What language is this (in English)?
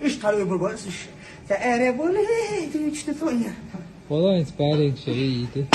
Chechen